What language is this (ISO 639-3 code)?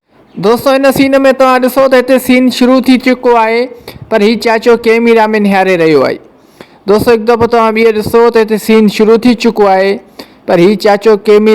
snd